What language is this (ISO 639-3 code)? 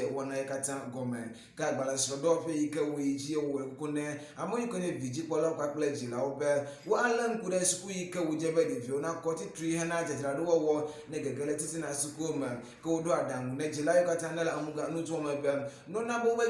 ewe